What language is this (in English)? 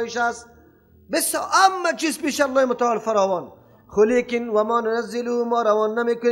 Persian